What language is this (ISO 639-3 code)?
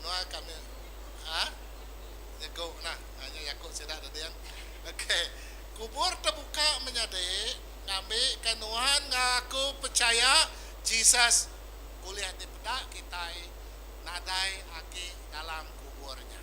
iba